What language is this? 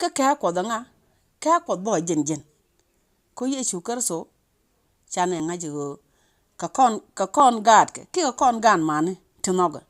Nuer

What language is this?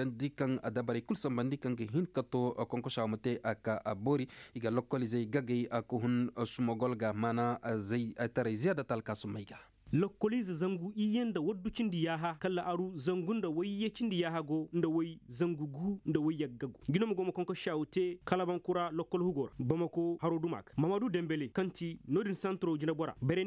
Koyraboro Senni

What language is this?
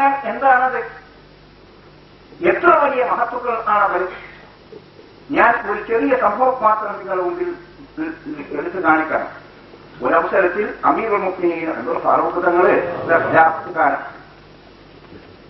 Malayalam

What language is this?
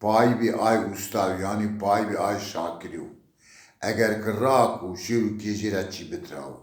Zaza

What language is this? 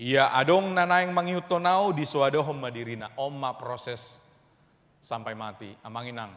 Batak Toba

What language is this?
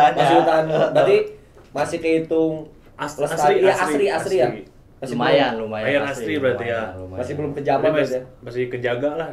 Indonesian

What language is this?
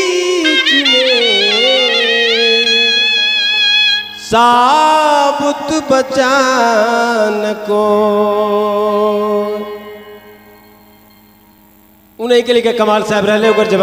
Bhojpuri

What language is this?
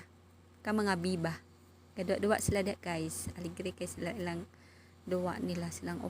Cebuano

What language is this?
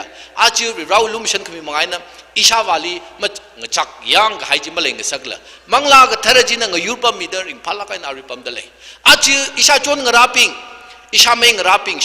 Tangkhul Naga (India)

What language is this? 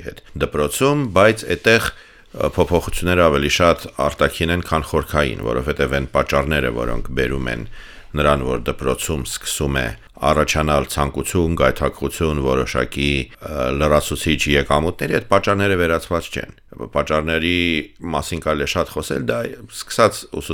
Armenian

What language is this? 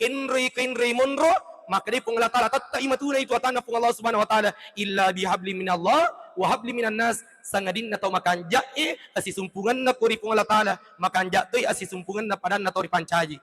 Buginese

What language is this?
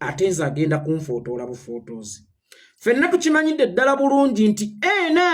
Ganda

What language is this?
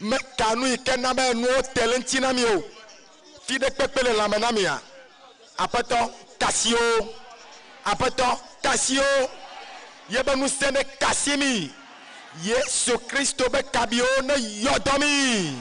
Ewe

